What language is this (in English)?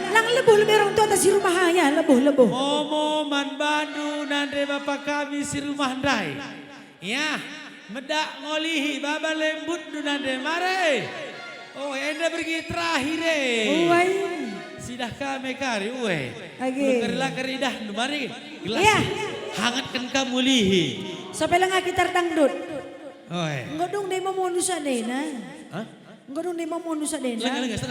Batak Karo